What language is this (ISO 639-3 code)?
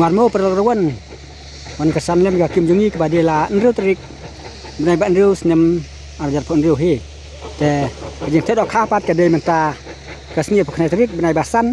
kha